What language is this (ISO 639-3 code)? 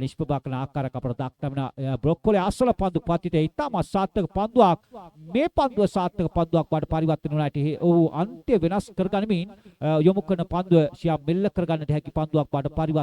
sin